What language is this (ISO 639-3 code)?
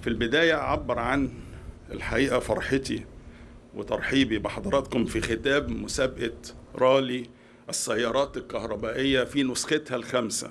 arz